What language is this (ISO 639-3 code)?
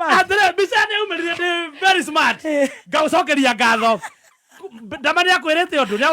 kik